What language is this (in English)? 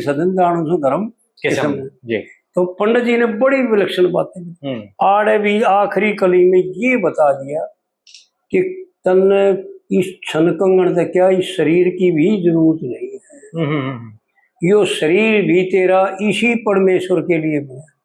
Haryanvi